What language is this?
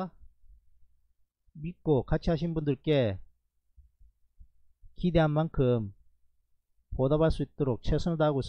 Korean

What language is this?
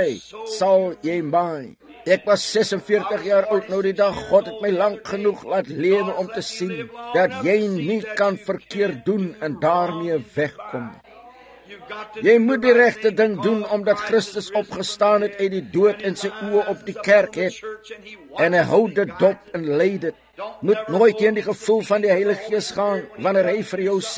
Afrikaans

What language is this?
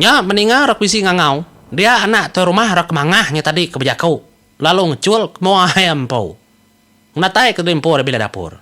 Iban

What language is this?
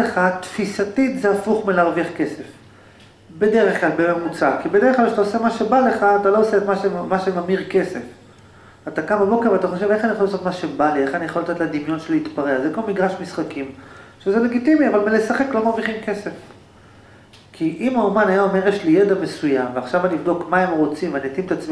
Hebrew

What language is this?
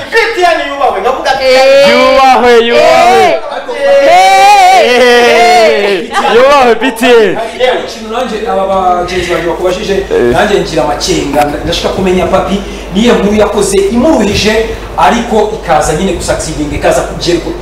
Kinyarwanda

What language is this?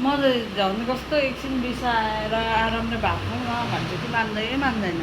Nepali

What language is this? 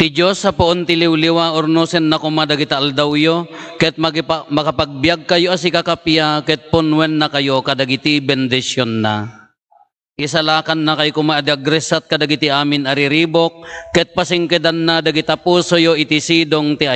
Iloko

